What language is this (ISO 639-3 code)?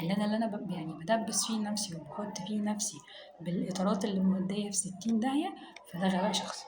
arz